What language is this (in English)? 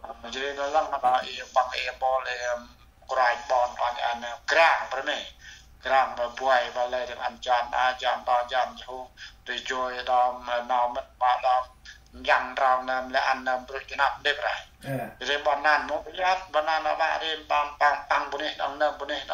Central Mnong